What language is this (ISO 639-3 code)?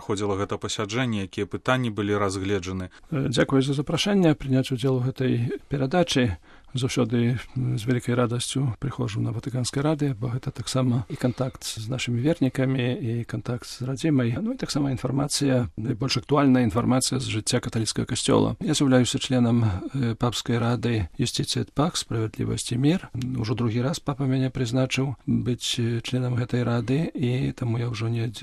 bel